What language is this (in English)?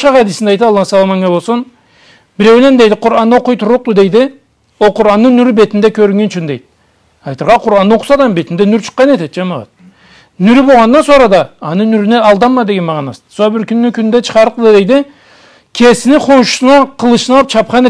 Karachay-Balkar